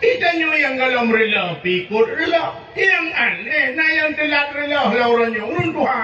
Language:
Achinese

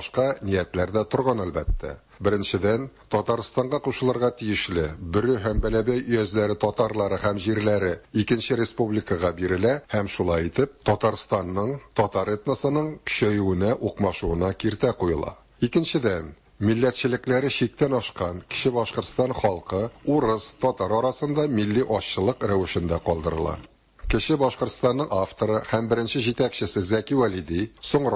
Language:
Tatar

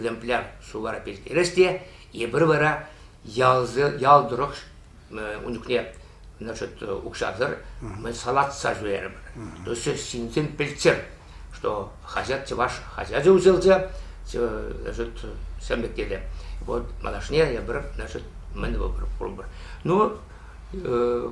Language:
Chuvash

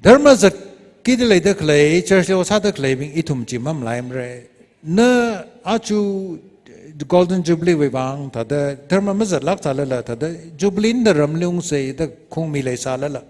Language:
Tangkhul Naga (India)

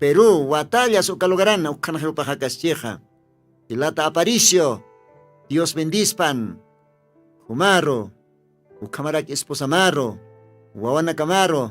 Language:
Aymara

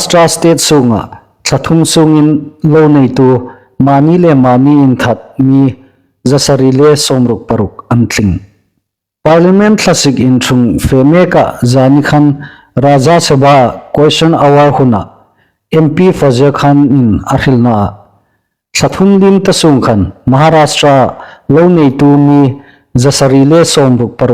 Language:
Hmar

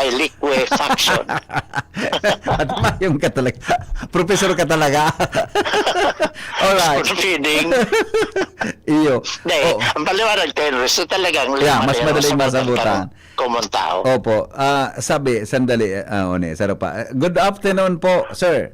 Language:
Bikol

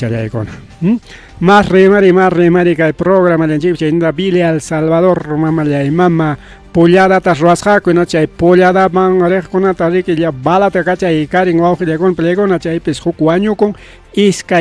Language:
Ayacucho Quechua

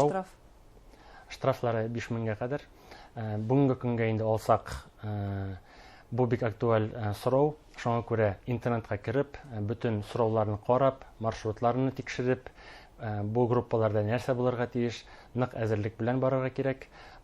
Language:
Bashkir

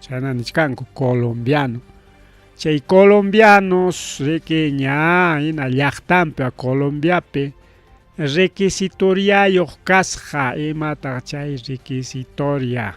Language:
Ayacucho Quechua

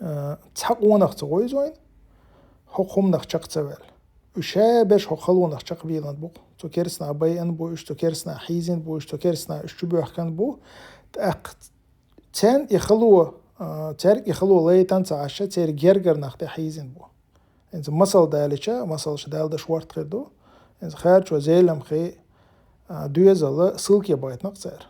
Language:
Chechen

